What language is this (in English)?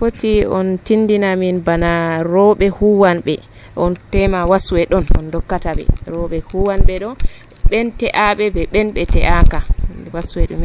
Nigerian Fulfulde